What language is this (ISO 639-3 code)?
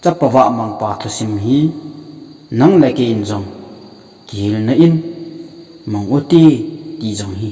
tcz